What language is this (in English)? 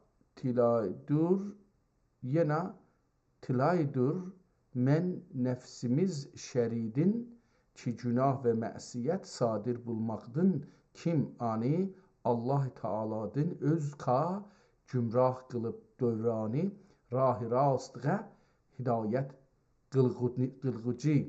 South Azerbaijani